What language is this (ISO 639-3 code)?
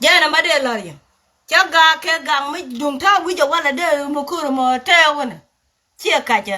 nus